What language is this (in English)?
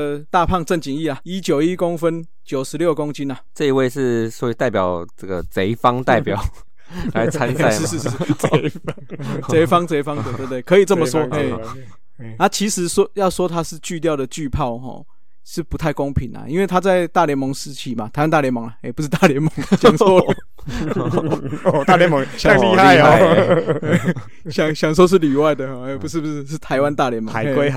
Chinese